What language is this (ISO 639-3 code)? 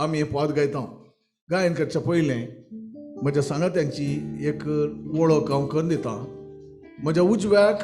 kok